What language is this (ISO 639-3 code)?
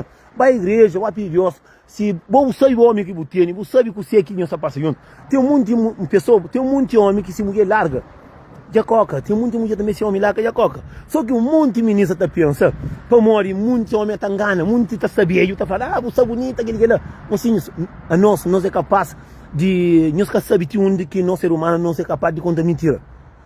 kea